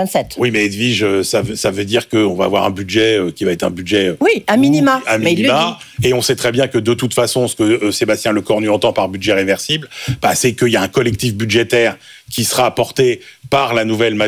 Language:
French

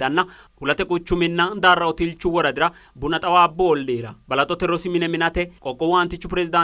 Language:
Sidamo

